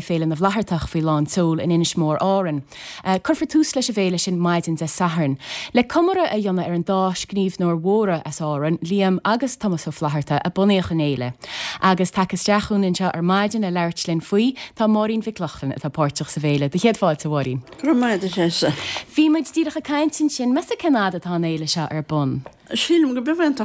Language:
Irish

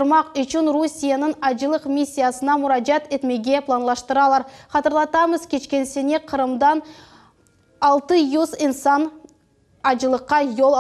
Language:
Crimean Tatar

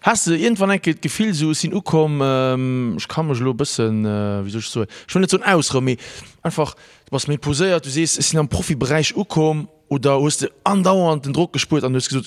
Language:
Luxembourgish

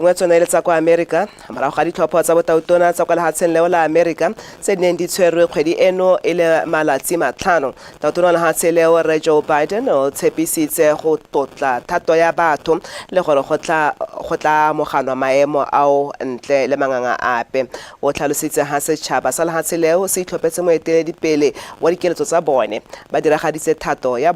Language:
Tswana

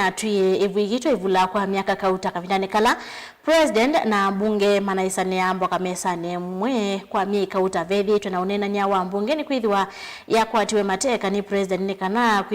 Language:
Kamba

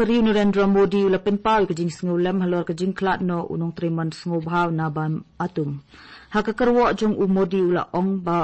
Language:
Khasi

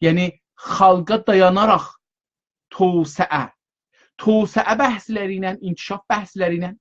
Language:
South Azerbaijani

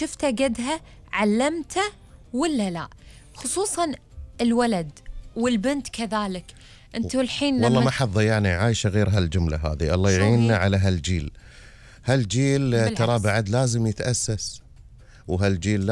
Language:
Gulf Arabic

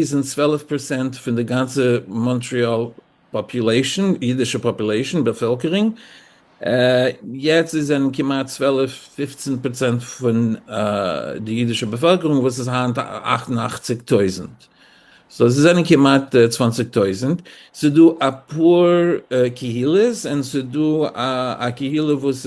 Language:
Yiddish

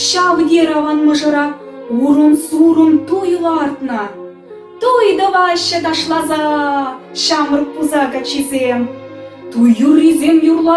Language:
Chuvash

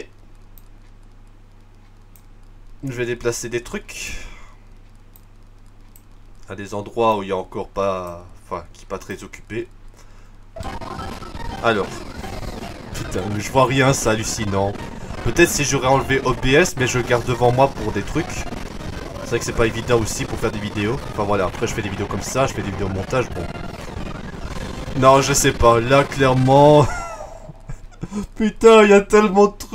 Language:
French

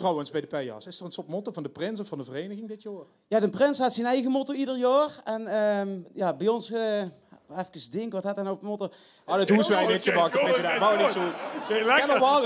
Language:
Limburgish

